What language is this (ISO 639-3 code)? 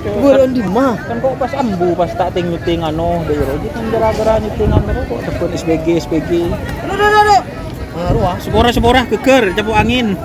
mad